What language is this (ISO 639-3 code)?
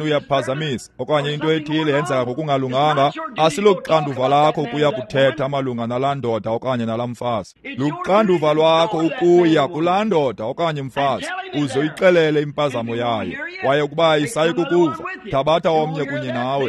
xho